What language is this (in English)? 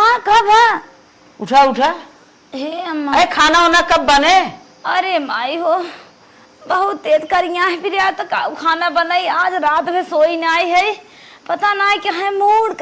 Awadhi